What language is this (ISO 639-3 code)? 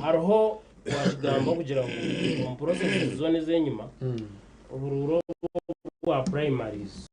nyn